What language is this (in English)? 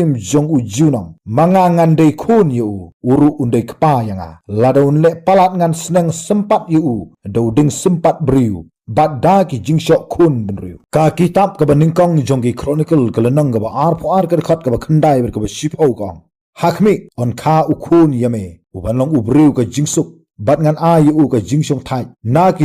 Khasi